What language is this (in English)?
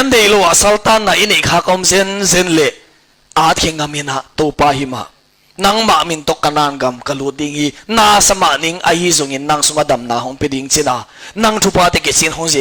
Tedim Chin